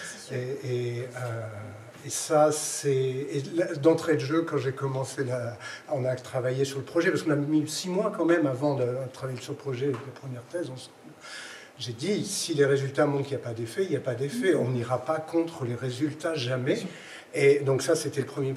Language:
French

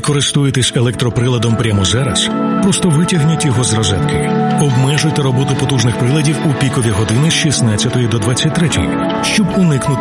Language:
Ukrainian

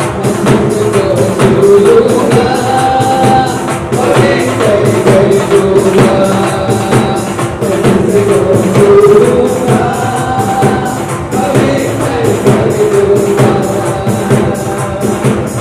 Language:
Hindi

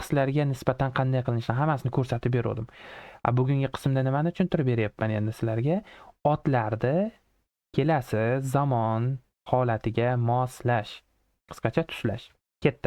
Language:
Uzbek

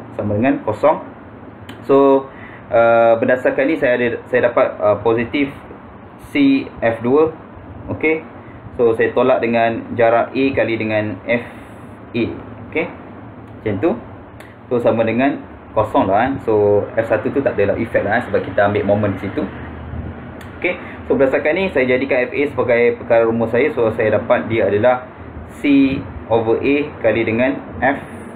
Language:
Malay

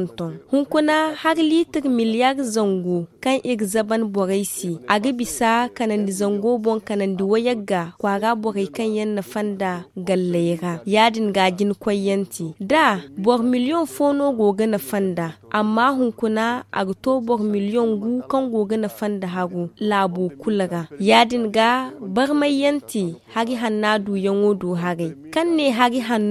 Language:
Zarma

